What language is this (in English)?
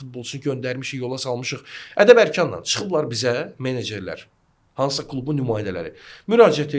Azerbaijani